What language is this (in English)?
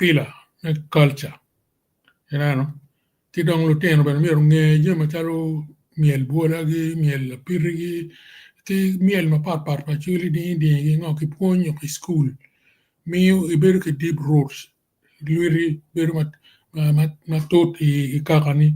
Acoli